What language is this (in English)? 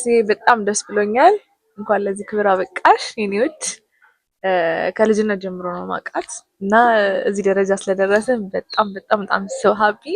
Amharic